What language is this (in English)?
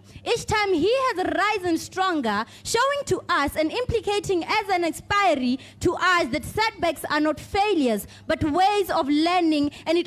Tswana